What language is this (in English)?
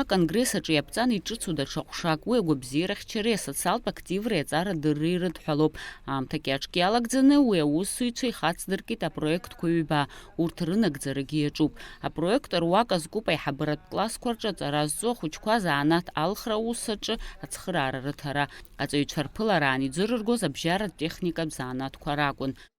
Abkhazian